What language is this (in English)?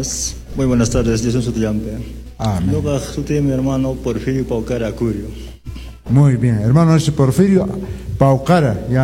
Quechua